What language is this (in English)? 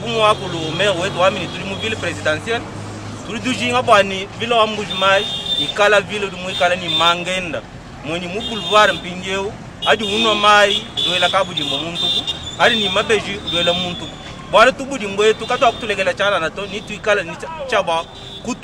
Luba-Lulua